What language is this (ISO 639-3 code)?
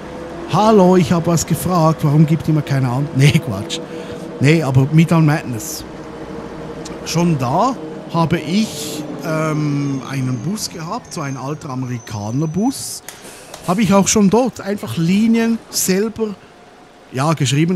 deu